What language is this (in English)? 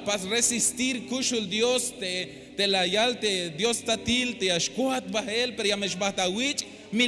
Tzeltal